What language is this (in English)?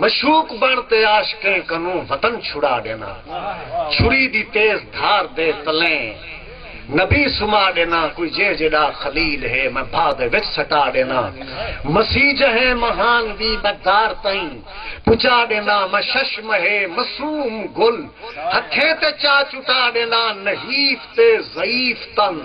Saraiki